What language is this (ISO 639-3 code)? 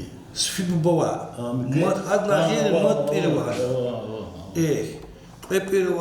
lez